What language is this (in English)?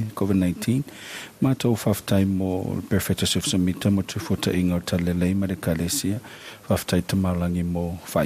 Samoan